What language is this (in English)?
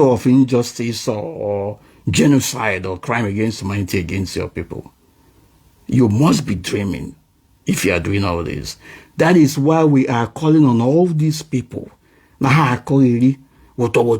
Igbo